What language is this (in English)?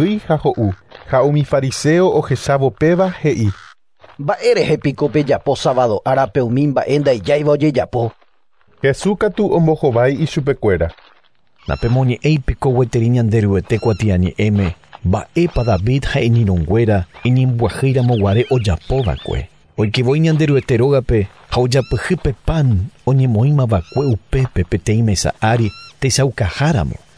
Guarani